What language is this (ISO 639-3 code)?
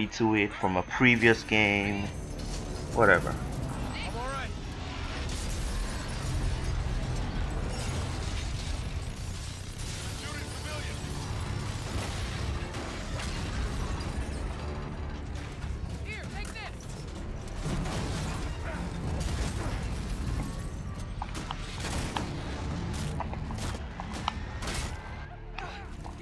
eng